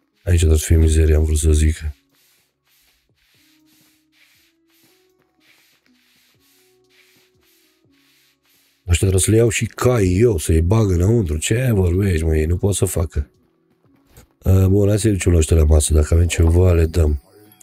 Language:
Romanian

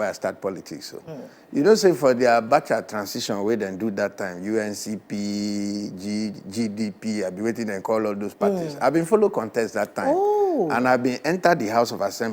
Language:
Nigerian Pidgin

